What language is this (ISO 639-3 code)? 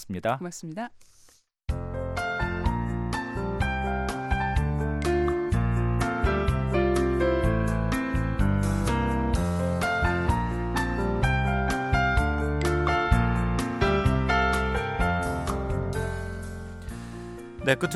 kor